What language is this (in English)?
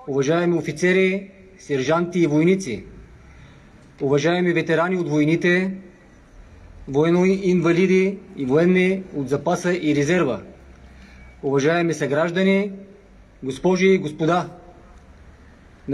Bulgarian